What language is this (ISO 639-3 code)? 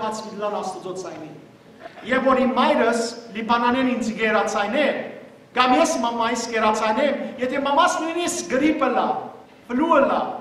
hyw